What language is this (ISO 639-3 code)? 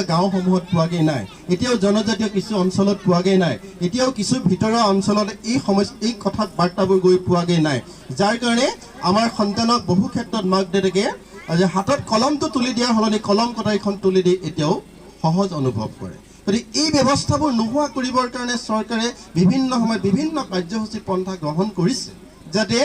asm